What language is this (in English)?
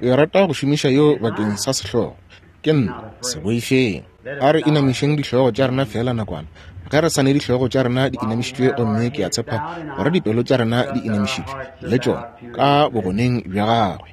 Northern Sotho